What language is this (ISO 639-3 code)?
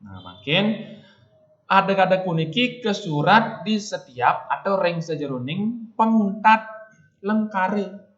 ban